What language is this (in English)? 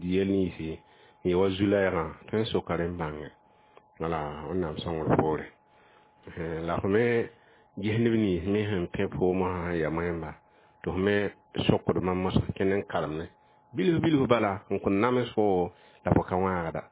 Mossi